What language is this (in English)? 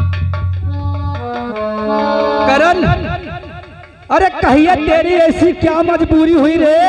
Hindi